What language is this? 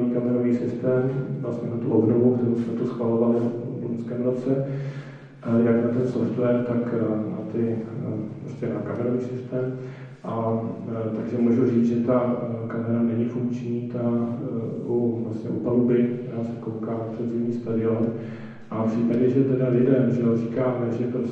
Czech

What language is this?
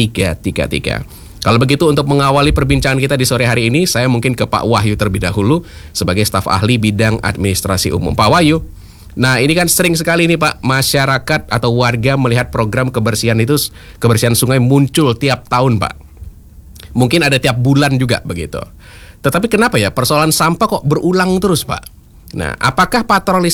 Indonesian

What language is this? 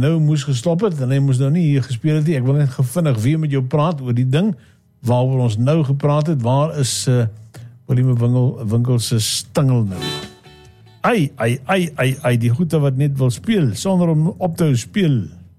Afrikaans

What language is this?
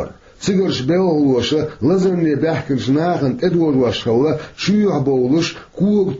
Chechen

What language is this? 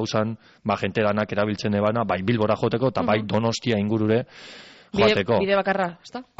Basque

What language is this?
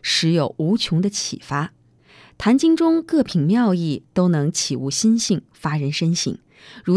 Chinese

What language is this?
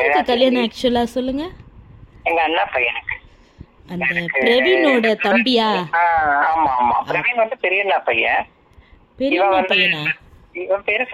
Tamil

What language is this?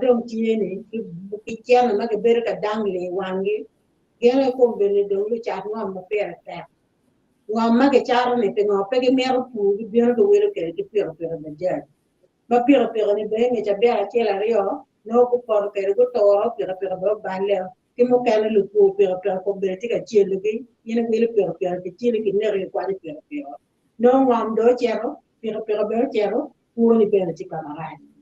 Acoli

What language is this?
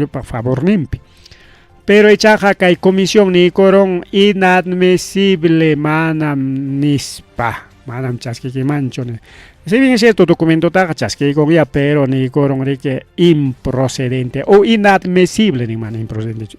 Ayacucho Quechua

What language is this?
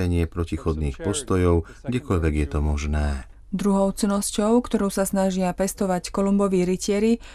Slovak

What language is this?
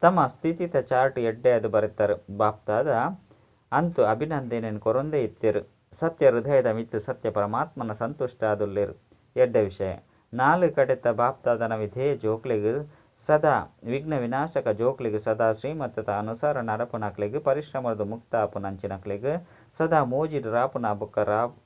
Tulu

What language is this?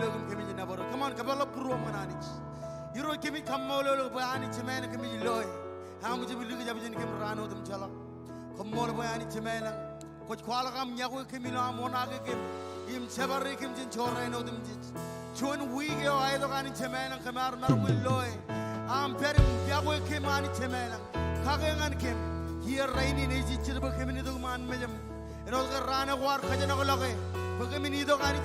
Marshallese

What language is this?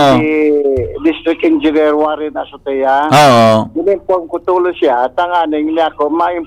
Bikol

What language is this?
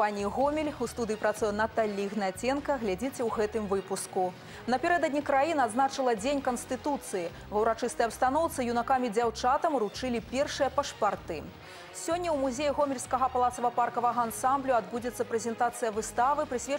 Belarusian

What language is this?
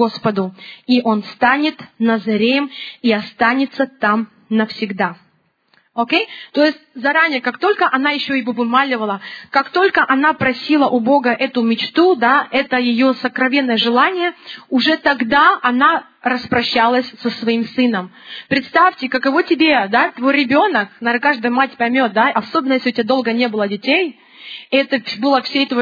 Russian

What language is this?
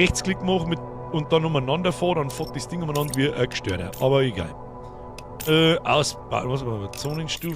Bavarian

